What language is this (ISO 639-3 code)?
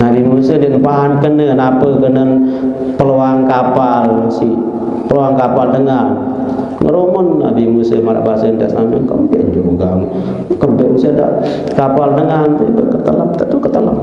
sas